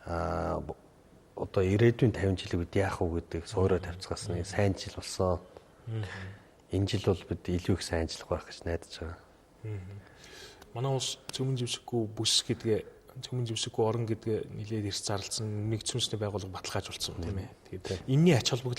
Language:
Mongolian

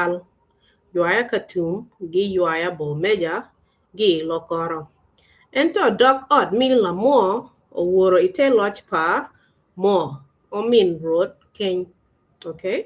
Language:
Acoli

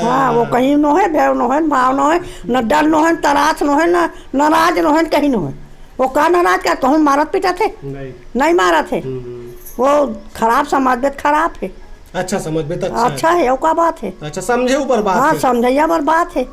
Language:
Chhattisgarhi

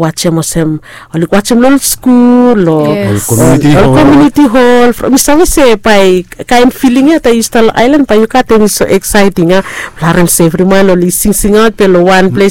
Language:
Bislama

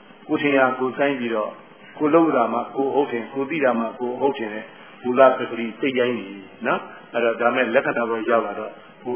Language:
Burmese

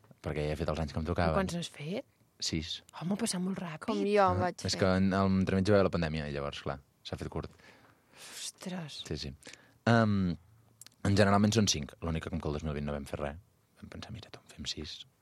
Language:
Catalan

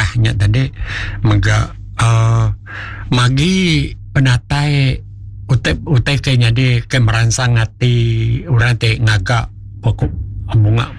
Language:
Iban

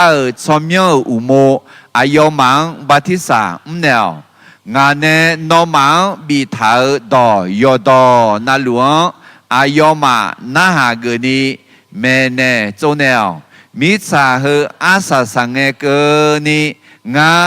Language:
Akha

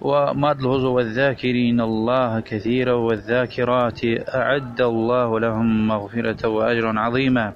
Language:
Lezghian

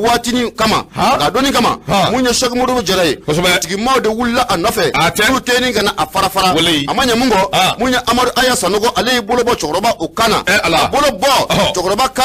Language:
Bambara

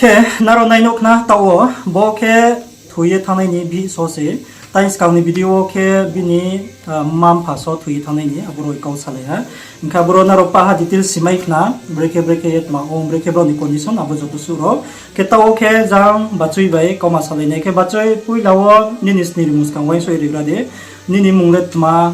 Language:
Riang (India)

